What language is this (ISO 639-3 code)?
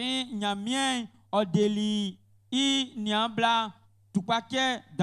bci